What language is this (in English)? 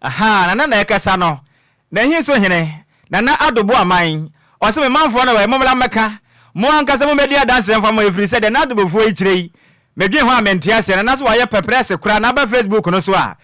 Akan